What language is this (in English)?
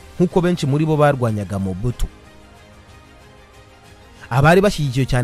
Kinyarwanda